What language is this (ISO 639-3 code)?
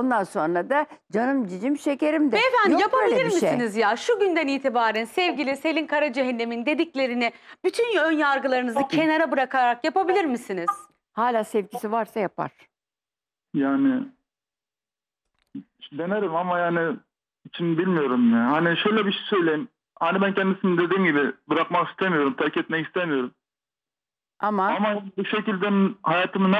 tur